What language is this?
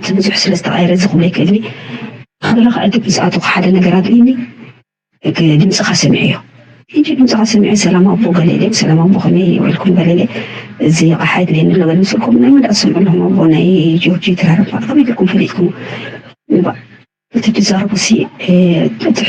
Tigrinya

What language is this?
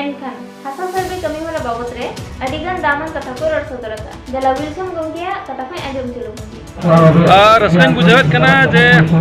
Santali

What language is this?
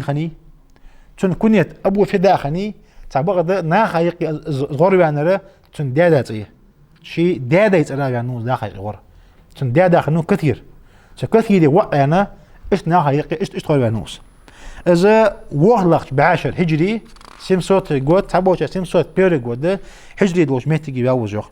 Ingush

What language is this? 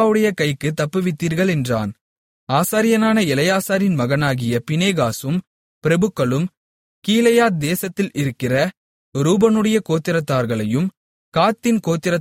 Tamil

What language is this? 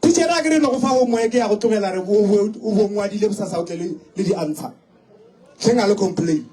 Northern Sotho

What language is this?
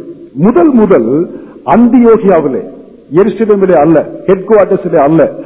Tamil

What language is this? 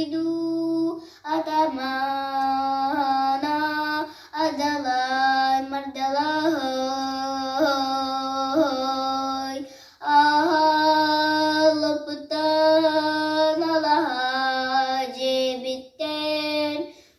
Yakut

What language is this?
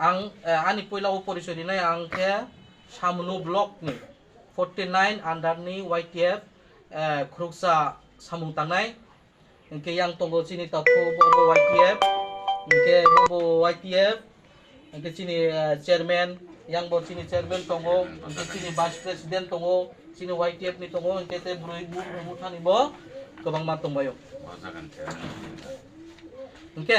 Kok Borok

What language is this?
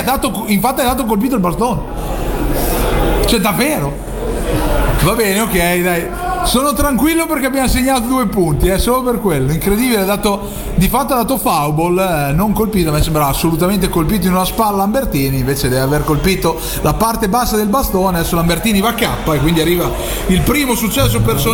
Italian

